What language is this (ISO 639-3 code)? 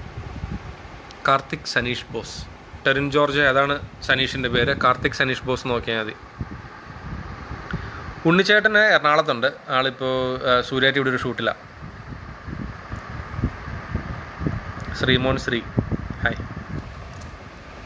mal